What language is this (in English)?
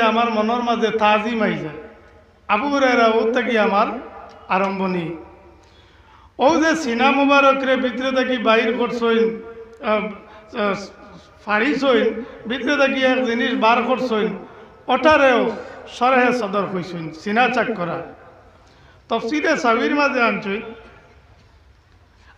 Sylheti